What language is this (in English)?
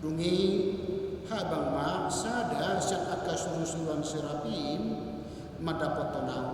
Batak Toba